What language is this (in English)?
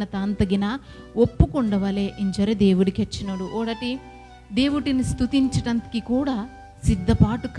Koya